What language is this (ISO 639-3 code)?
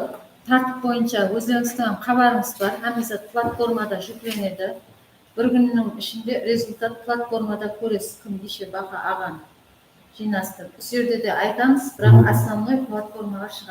kaa